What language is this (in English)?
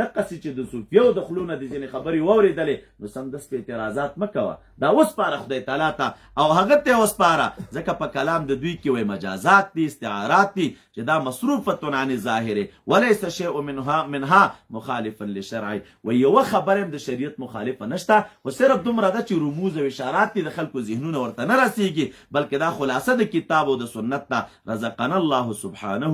Pashto